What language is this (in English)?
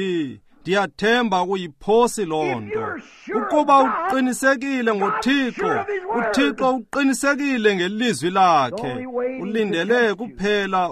Xhosa